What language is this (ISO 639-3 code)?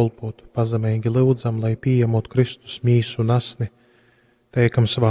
ltg